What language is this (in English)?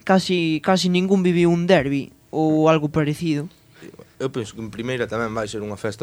Galician